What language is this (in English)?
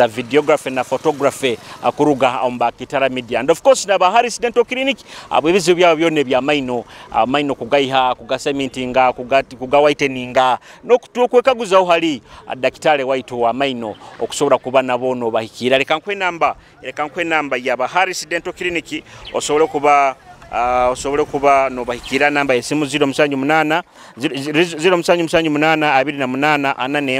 Nyoro